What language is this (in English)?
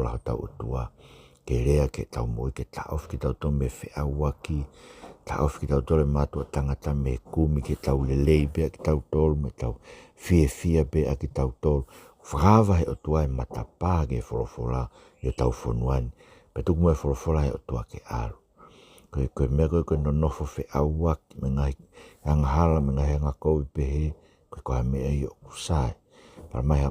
Tongan